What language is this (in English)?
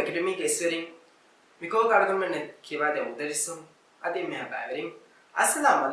Divehi